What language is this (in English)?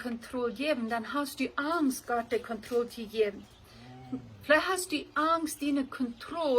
Plautdietsch